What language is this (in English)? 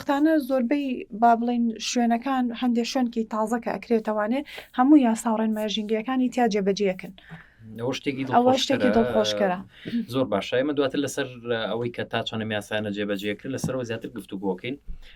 Central Kurdish